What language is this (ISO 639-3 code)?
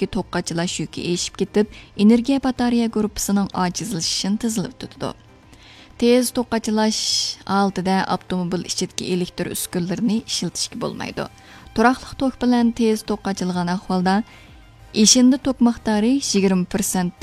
uig